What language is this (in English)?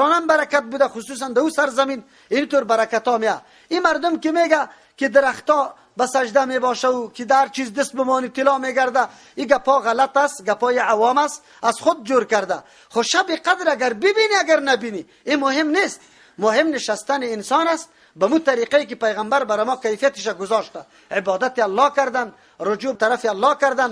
Persian